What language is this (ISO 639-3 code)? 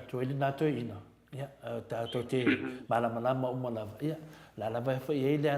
smo